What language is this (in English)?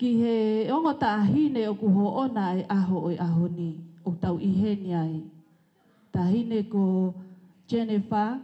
Tongan